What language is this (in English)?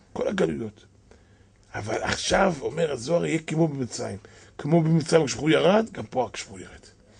Hebrew